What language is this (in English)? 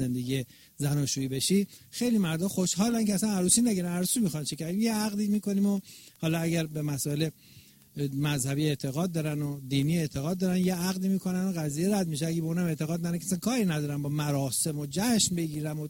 Persian